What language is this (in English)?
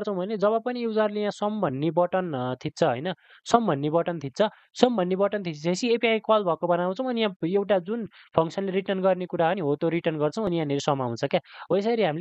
Nepali